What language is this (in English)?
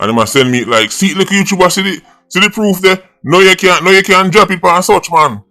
Jamaican Creole English